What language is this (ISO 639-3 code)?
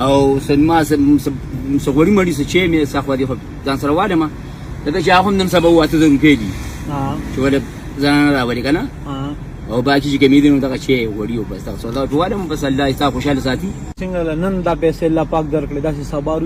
pus